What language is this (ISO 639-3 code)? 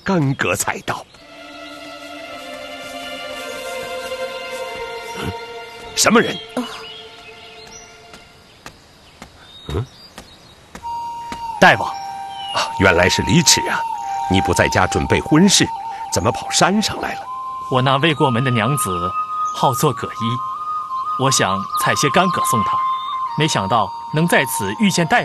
zho